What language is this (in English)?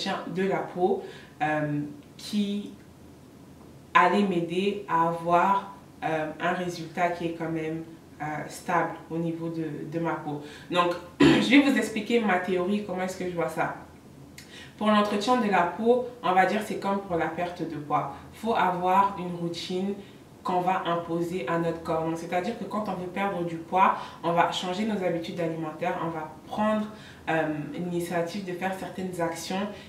French